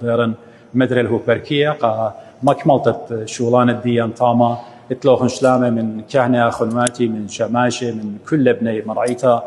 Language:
Assyrian Neo-Aramaic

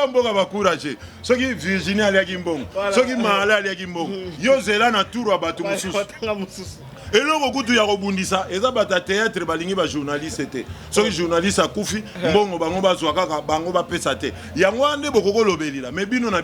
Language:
Lingala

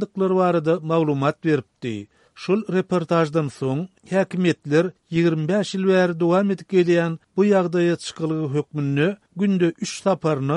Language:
Turkmen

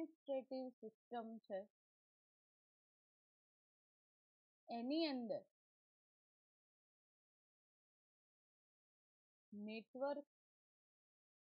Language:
Gujarati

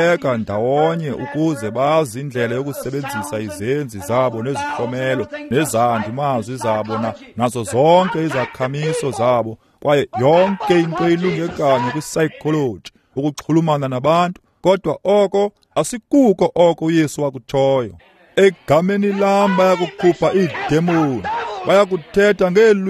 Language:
Xhosa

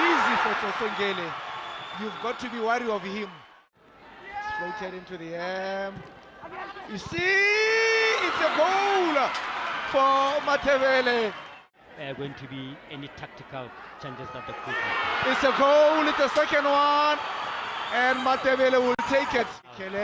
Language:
Tswana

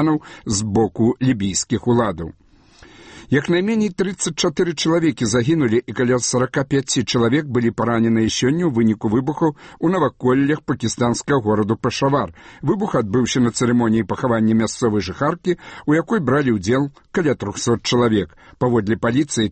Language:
Belarusian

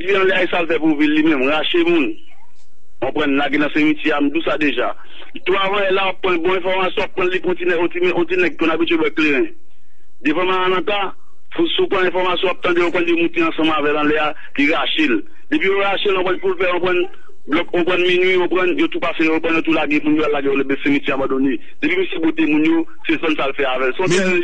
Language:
Haitian Creole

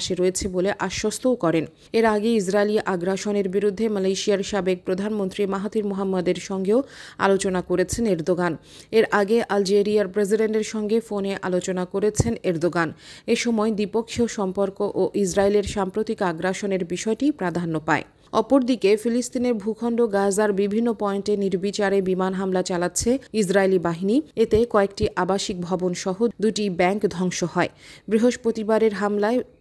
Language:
Bangla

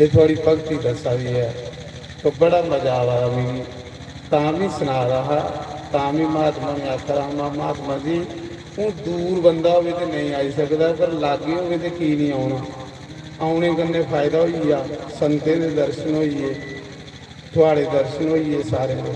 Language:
Dogri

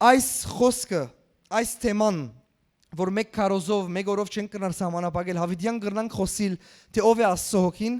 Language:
Western Armenian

